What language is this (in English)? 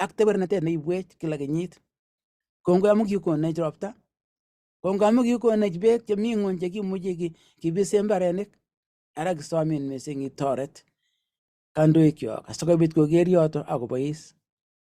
Kalenjin